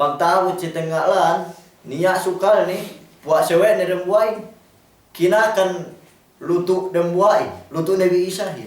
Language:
Yakan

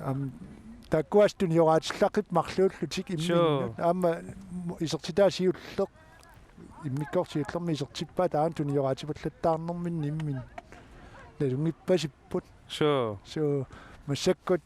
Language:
Kalaallisut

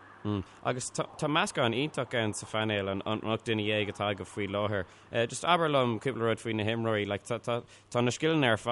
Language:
Irish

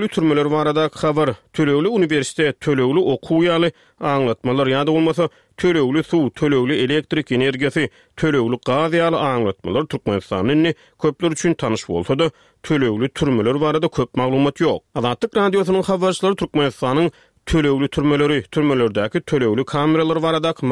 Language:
Turkmen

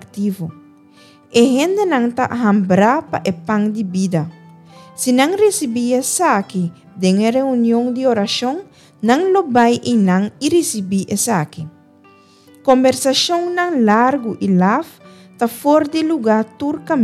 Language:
Papiamento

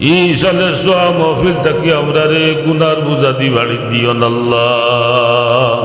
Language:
Sylheti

